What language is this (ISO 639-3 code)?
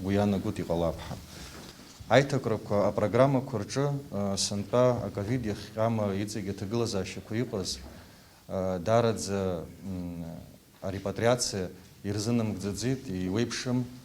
abk